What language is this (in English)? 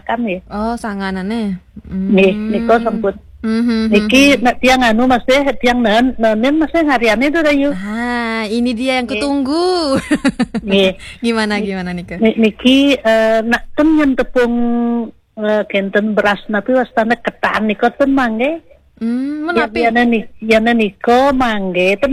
Balinese